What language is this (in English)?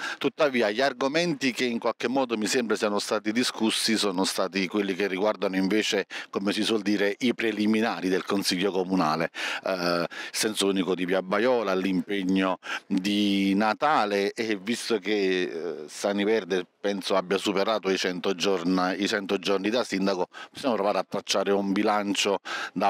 Italian